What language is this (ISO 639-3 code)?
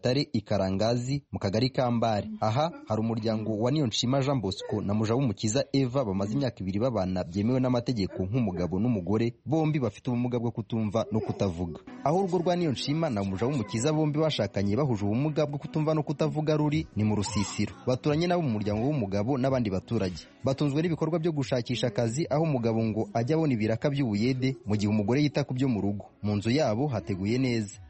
kin